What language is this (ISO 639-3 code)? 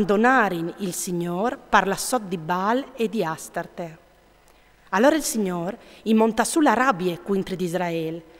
fur